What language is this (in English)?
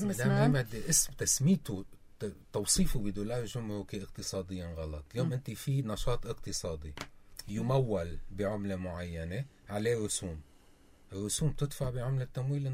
North Levantine Arabic